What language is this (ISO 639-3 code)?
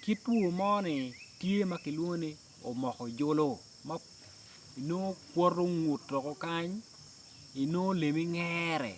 ach